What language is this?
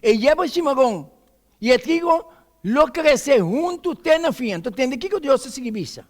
Papiamento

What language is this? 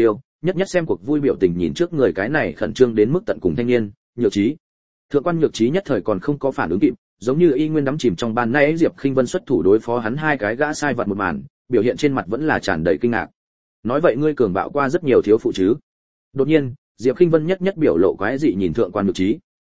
Vietnamese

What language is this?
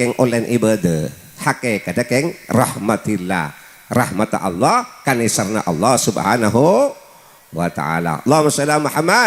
Madurese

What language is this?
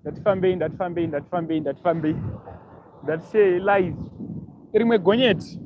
Shona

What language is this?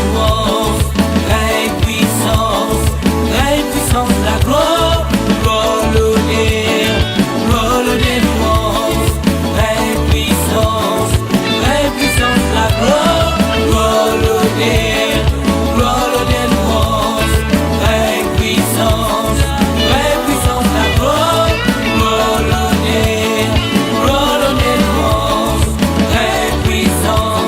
Morisyen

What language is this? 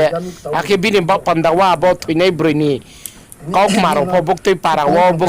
Riang (India)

